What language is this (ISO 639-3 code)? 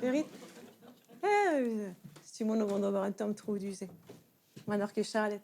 bre